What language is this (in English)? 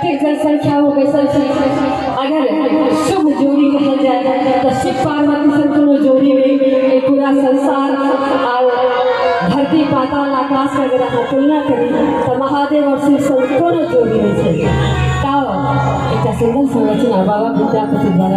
Maithili